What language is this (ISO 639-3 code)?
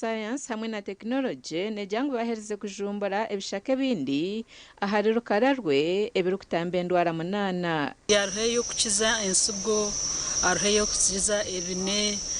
nyn